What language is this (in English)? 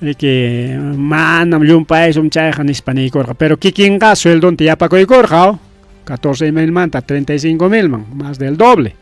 Ayacucho Quechua